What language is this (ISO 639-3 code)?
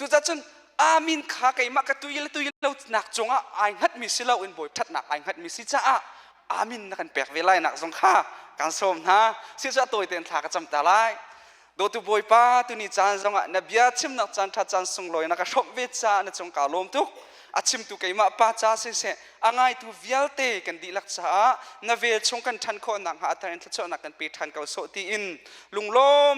cnh